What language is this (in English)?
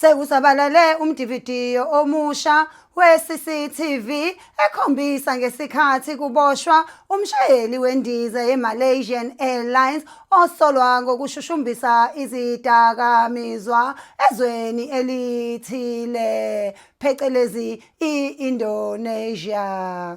Zulu